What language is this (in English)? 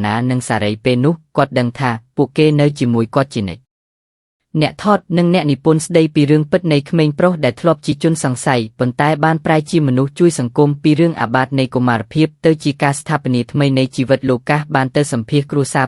Khmer